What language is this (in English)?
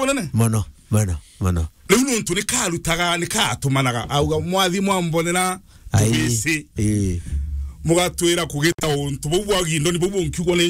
Meru